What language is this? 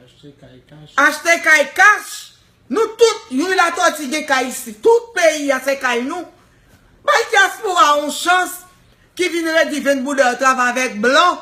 Haitian Creole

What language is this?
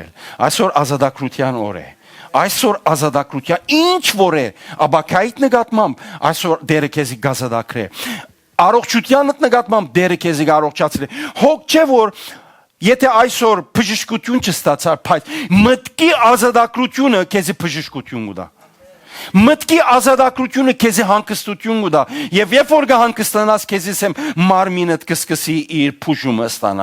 Western Armenian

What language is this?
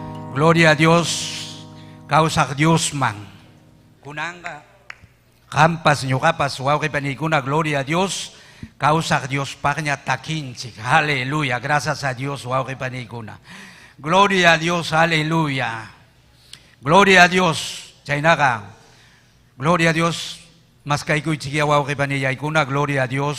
Ayacucho Quechua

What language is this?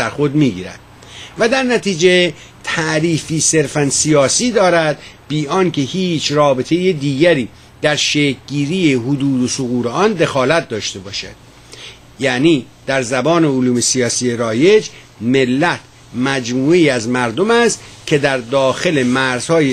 Persian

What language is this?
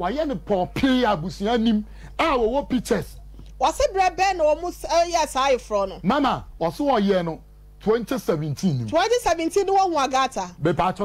Akan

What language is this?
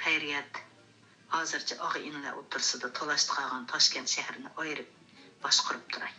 Uyghur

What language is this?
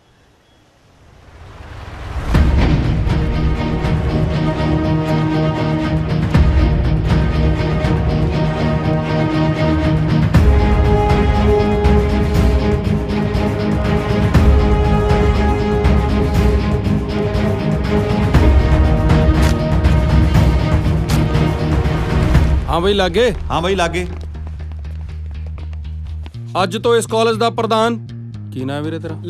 Punjabi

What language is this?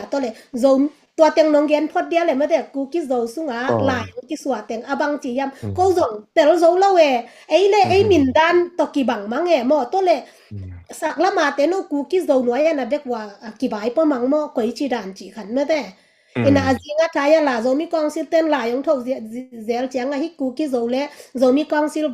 Tedim Chin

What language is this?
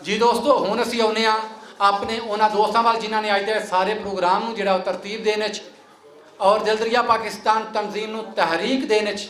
Western Panjabi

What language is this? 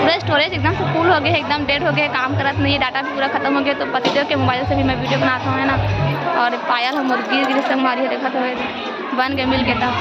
Chhattisgarhi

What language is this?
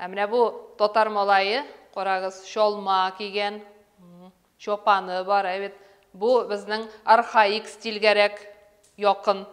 Bashkir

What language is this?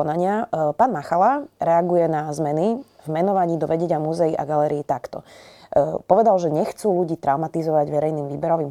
Slovak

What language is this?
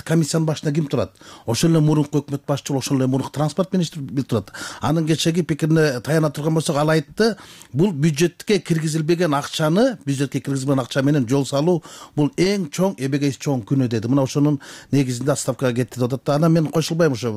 Kyrgyz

